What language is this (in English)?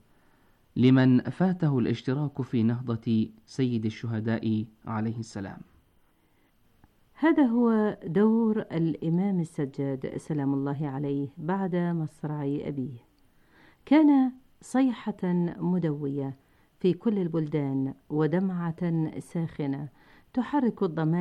Arabic